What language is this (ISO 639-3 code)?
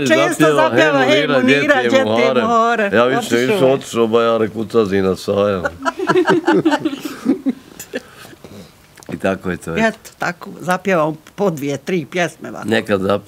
bos